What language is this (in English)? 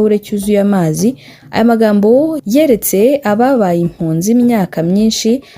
Kinyarwanda